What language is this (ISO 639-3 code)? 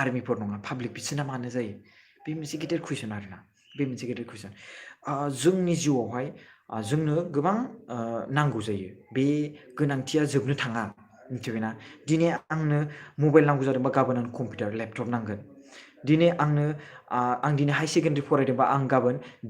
brx